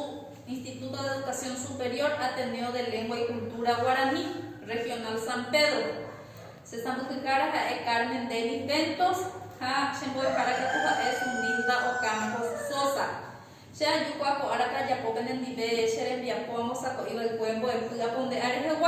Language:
Guarani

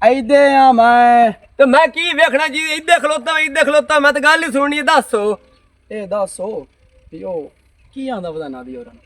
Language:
Western Panjabi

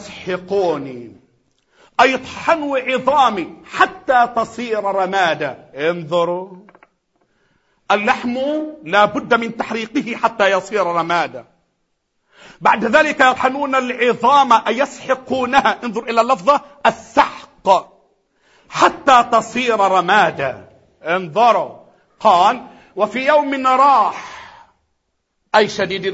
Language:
Arabic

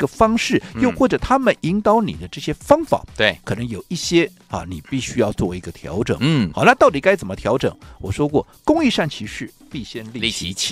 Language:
Chinese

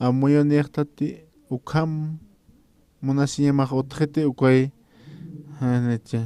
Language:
Aymara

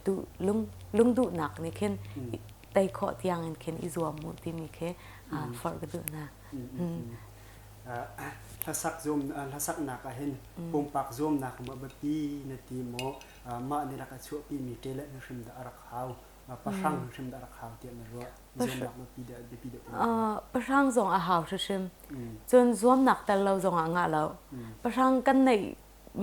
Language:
Hakha Chin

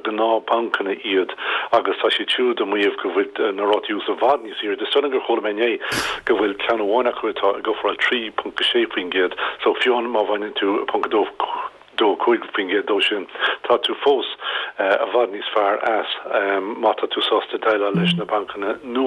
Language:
Irish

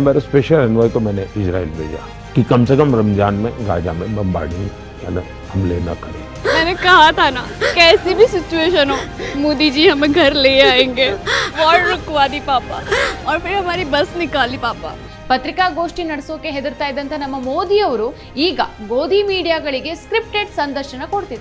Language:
Kannada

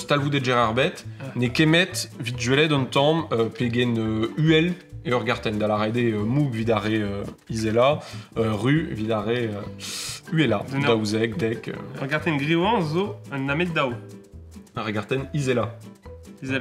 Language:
Breton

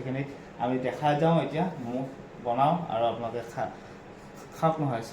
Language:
Assamese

